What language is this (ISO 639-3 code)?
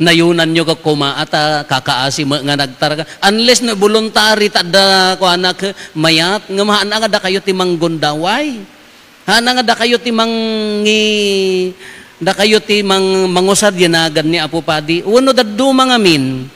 ilo